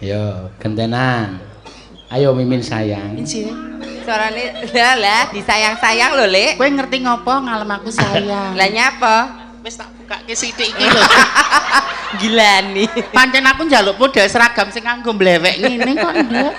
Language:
Javanese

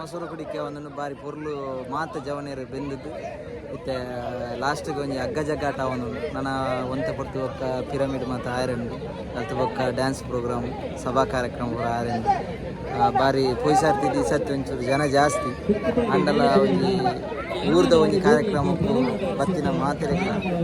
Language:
Tulu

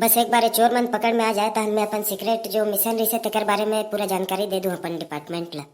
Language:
Chhattisgarhi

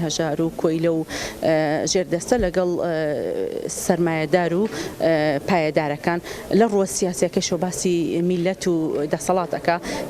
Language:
Central Kurdish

